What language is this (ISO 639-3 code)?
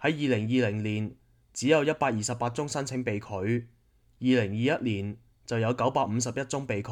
yue